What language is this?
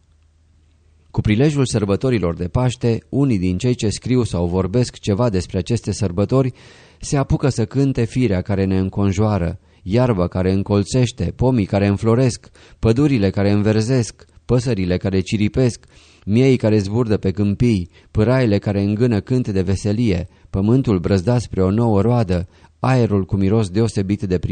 Romanian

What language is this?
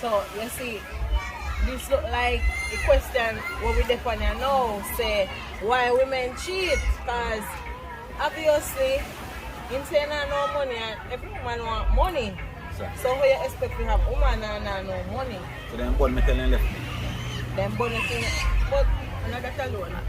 Jamaican Creole English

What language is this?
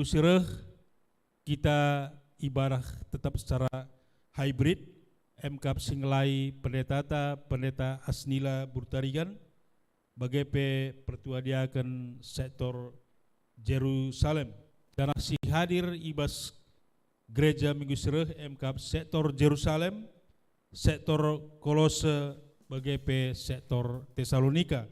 Batak Karo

